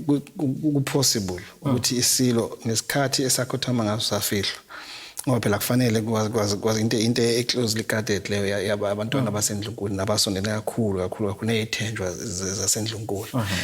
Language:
Zulu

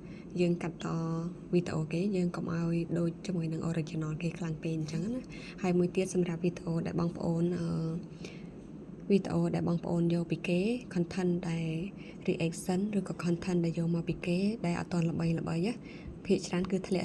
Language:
Khmer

